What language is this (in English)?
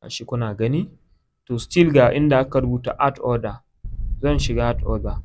Hausa